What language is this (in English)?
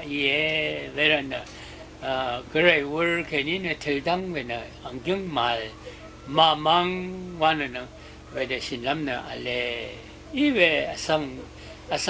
Rawang